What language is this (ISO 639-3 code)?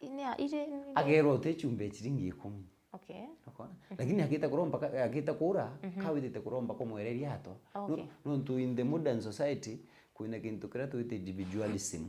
mer